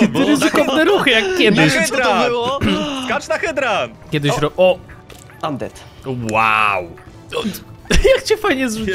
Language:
Polish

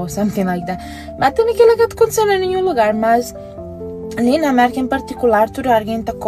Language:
Kabuverdianu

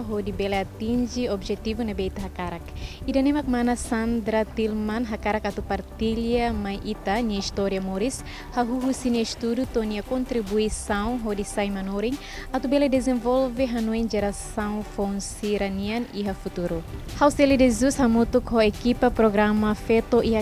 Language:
Tetum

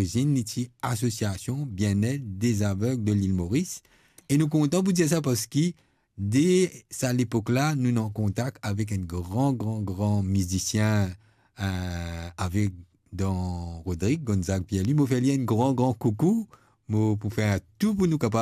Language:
Morisyen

